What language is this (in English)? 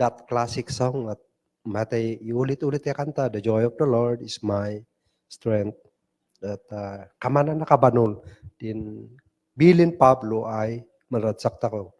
Kankanaey